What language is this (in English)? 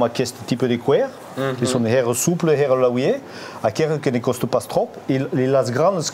Occitan